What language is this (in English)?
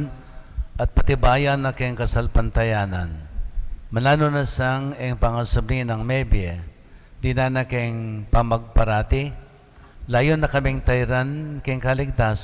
Pampanga